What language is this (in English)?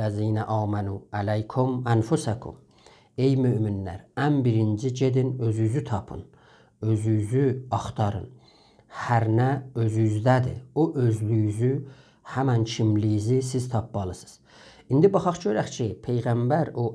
South Azerbaijani